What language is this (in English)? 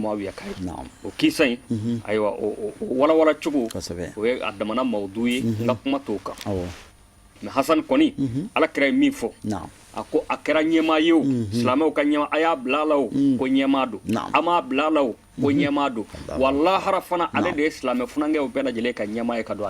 Bambara